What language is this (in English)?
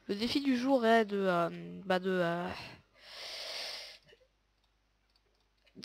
French